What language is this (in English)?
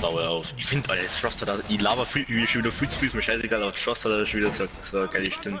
Bavarian